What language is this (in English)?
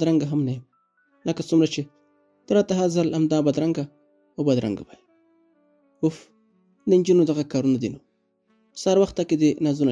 Pashto